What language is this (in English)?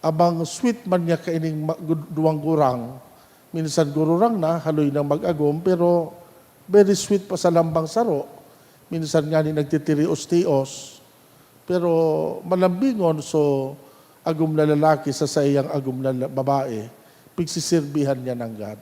Bikol